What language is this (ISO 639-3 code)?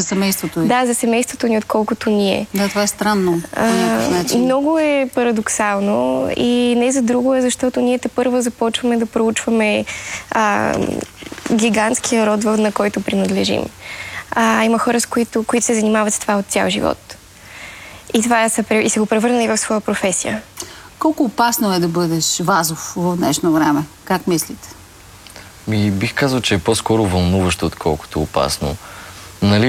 bul